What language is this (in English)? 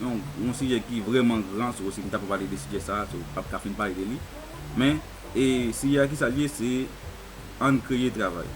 Haitian Creole